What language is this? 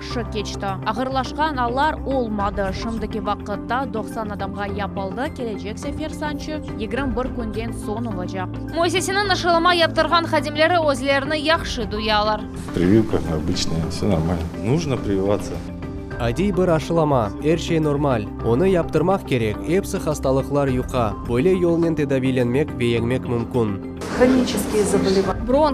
Crimean Tatar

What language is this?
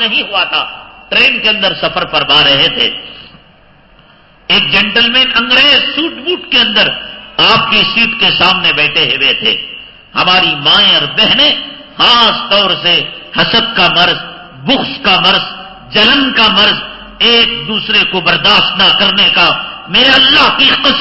Urdu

